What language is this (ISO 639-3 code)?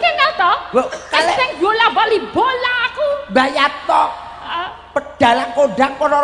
jav